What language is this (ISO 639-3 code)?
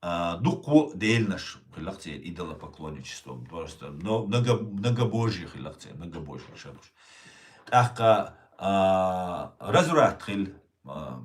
che